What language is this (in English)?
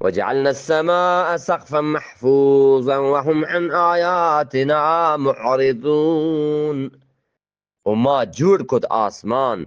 Eastern Balochi